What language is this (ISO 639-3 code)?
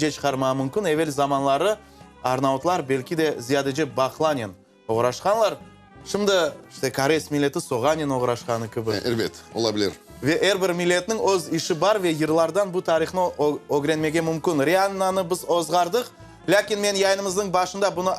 crh